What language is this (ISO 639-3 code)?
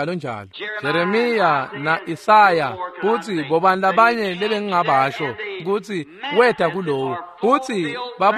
ssw